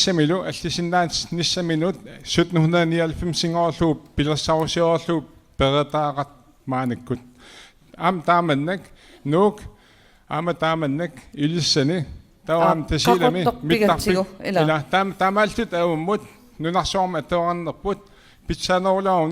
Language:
Kalaallisut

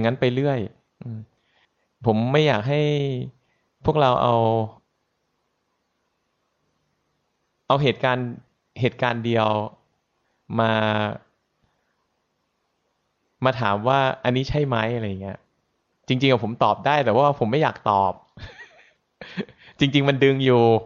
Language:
Thai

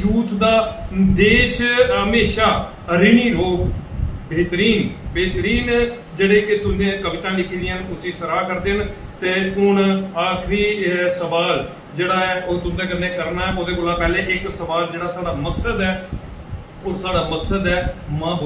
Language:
Dogri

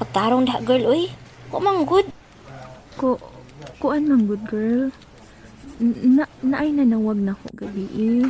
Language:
Cebuano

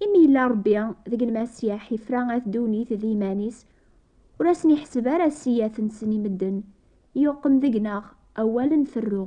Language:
Kabyle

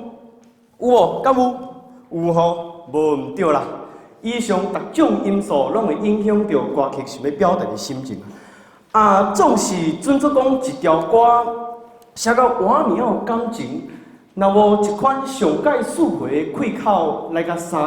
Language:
Min Nan Chinese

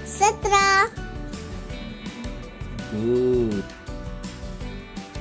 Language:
Marathi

